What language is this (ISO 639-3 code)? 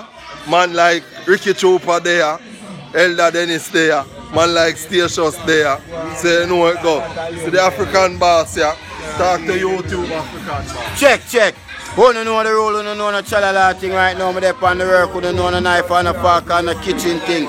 jam